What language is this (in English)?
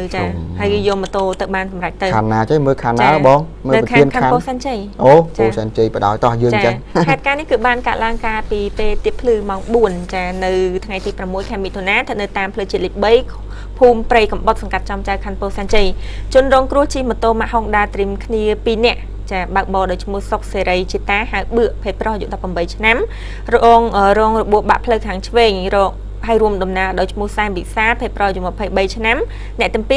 Khmer